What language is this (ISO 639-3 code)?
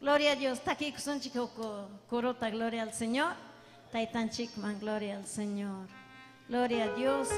quy